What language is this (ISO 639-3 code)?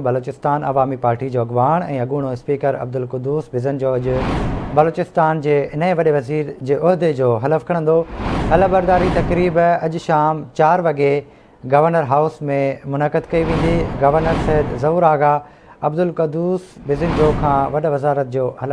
snd